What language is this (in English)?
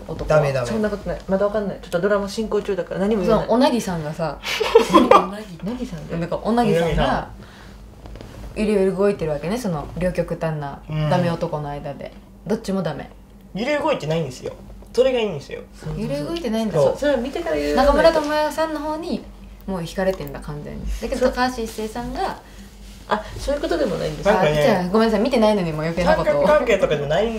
Japanese